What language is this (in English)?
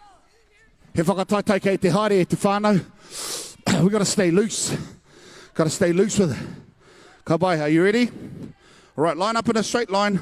Māori